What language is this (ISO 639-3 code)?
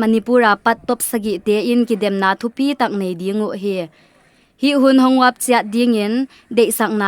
pck